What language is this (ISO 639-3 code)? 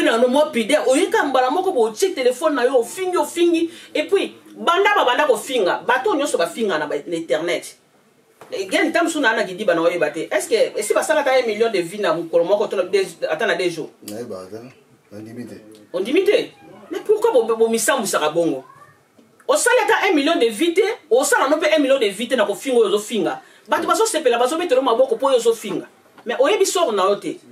lin